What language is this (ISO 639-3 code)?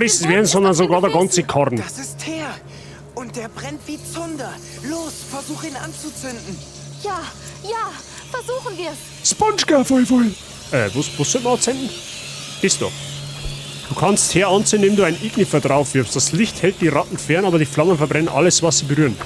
bar